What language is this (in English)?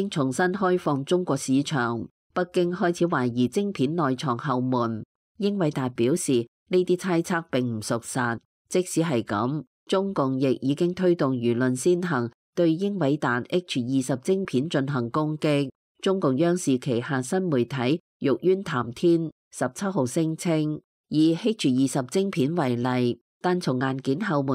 Cantonese